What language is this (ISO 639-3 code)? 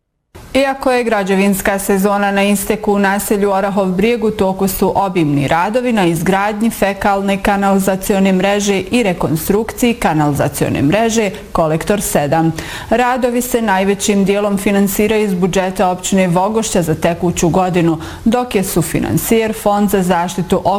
bos